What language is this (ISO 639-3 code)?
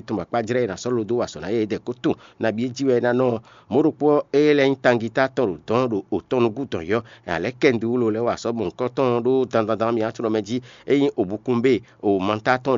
fon